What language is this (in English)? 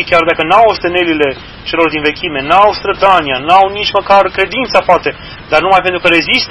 Romanian